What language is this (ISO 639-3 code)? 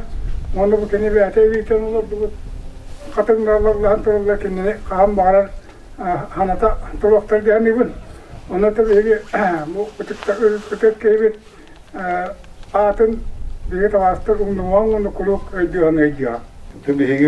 sah